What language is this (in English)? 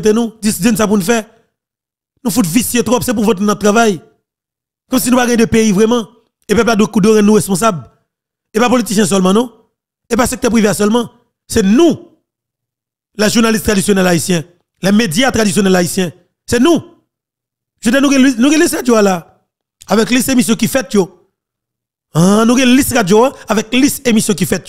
Haitian Creole